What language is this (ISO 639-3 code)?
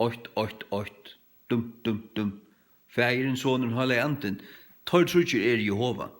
fao